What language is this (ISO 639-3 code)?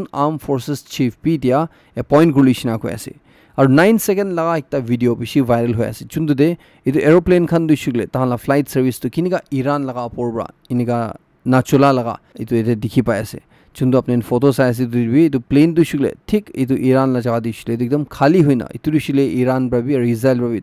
nag